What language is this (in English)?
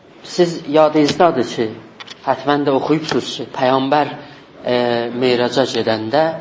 South Azerbaijani